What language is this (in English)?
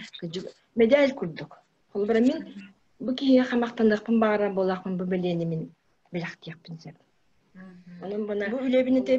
Yakut